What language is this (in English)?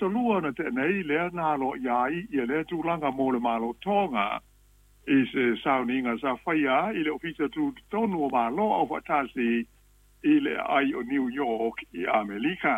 Samoan